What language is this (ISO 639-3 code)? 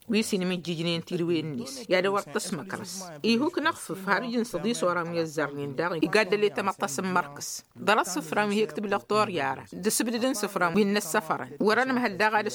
taq